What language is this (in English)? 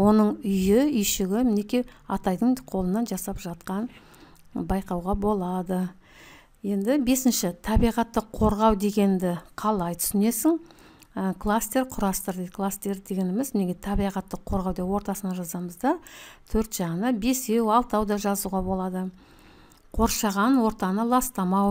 Kazakh